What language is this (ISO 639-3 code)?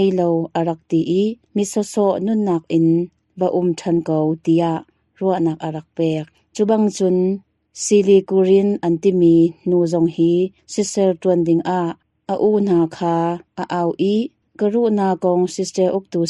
cnh